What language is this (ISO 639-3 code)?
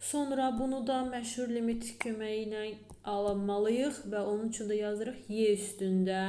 aze